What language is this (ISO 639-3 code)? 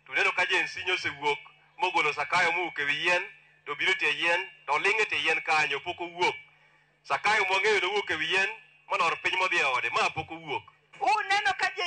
luo